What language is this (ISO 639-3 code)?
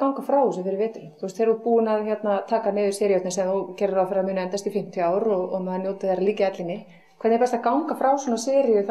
isl